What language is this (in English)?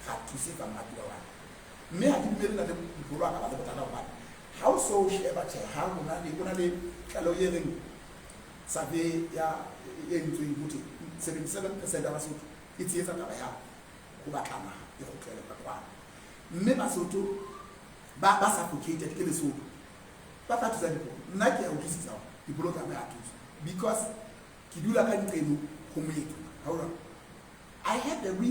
Southern Sotho